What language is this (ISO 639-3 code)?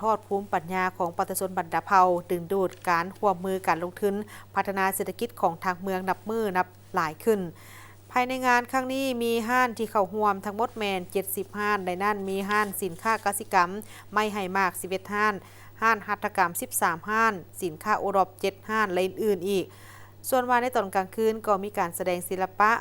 lao